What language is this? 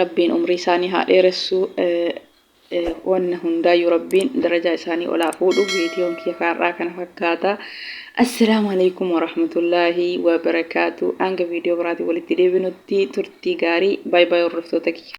Oromo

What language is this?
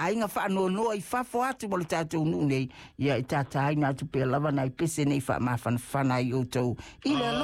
Samoan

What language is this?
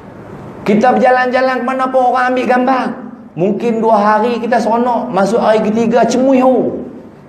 Malay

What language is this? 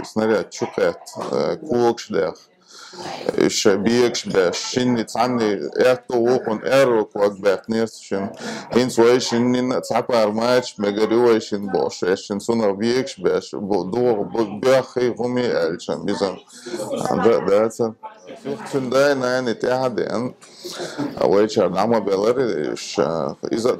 Chechen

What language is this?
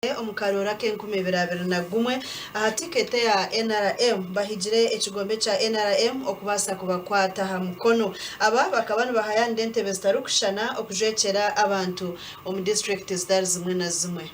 Nyankole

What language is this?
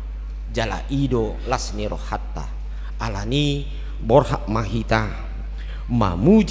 Batak Toba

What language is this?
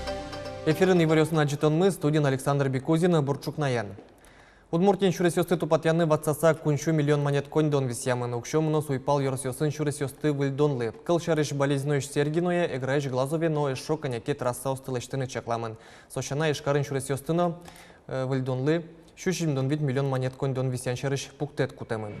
Udmurt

